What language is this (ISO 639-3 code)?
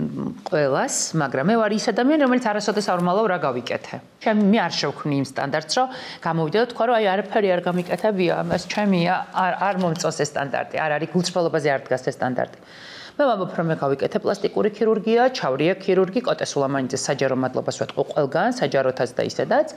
kat